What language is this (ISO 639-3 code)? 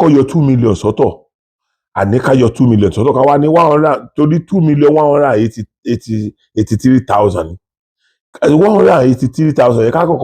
yor